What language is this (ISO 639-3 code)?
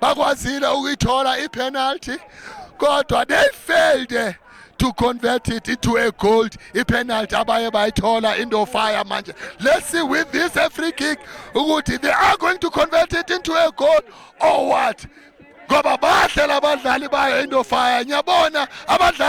zul